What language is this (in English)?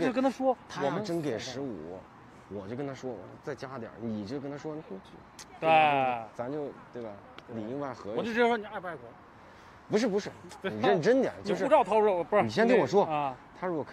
Chinese